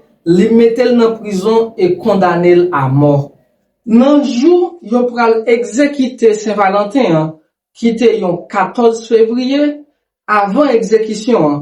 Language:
Haitian Creole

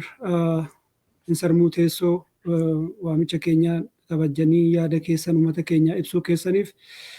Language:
Oromo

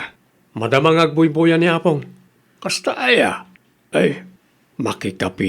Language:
Iloko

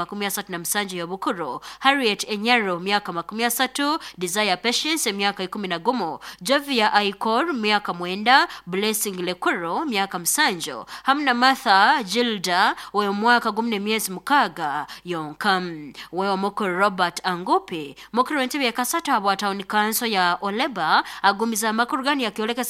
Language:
Nyoro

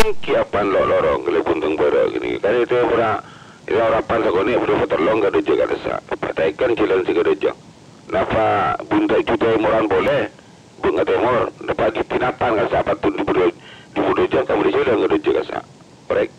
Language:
Madurese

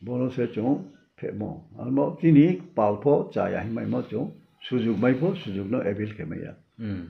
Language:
Riang (India)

